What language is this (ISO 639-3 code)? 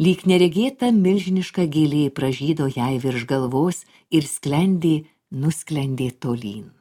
lit